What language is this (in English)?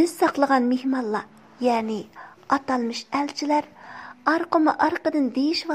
Uyghur